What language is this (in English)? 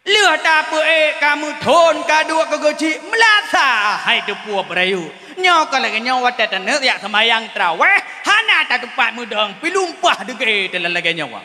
Achinese